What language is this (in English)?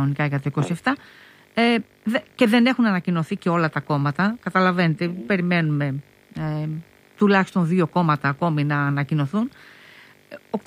Greek